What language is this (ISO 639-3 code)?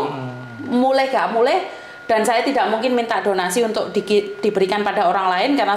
ind